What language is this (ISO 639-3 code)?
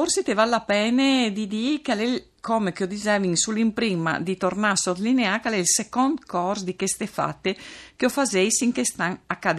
fur